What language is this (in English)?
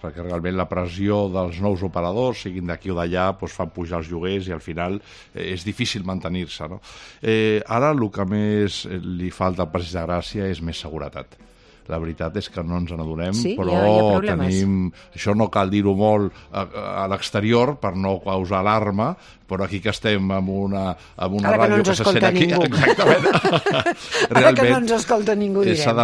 Catalan